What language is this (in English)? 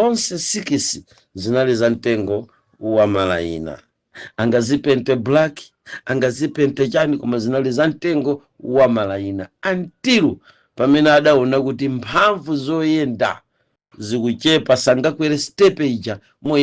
Nyanja